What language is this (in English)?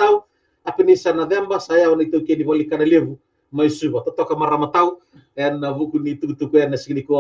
Fijian